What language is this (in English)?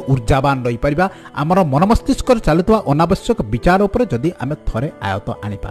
Odia